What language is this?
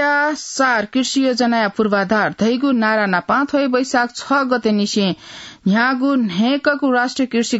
Newari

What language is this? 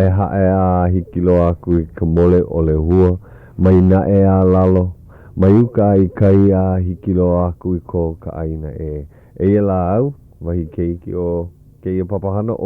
Hawaiian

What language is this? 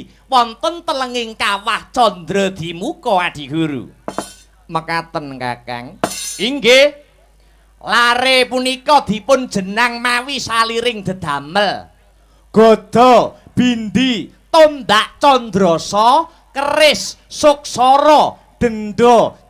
Javanese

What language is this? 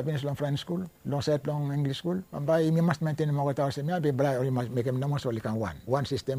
Bislama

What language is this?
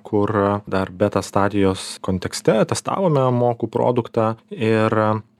Lithuanian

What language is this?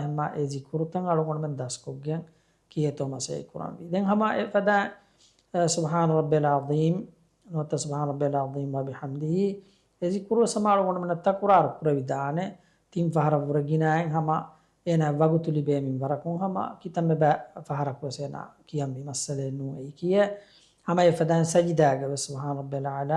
Divehi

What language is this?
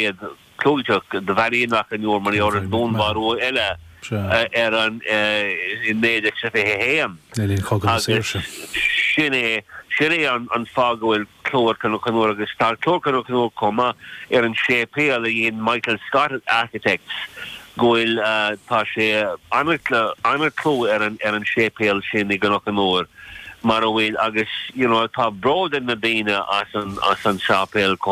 Irish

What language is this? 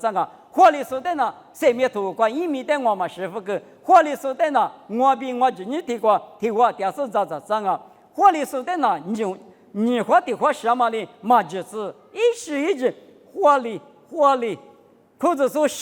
Lisu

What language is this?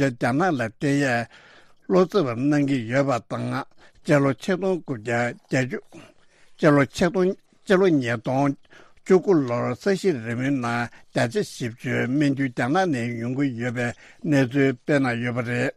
Tibetan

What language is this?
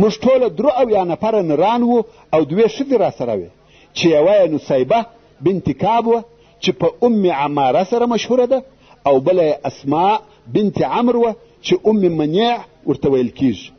Pashto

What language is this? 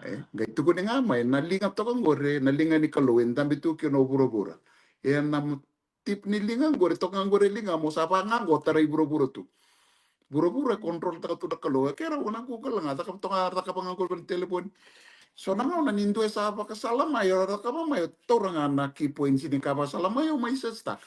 Fijian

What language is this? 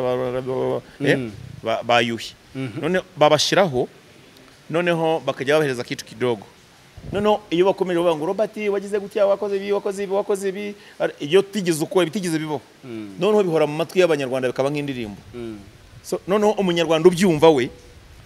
Kinyarwanda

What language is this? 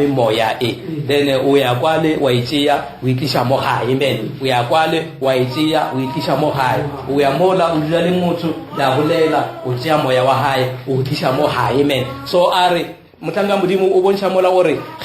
Northern Sotho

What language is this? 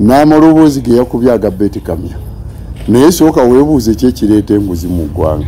Ganda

